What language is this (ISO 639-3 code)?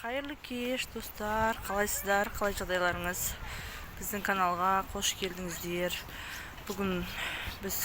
kaz